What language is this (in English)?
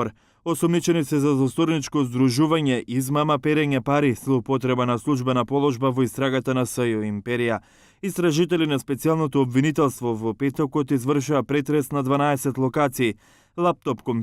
Macedonian